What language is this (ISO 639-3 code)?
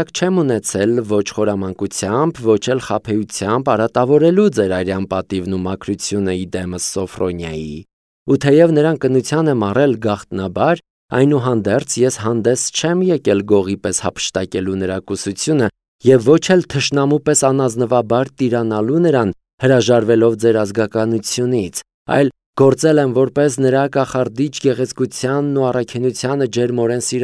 hye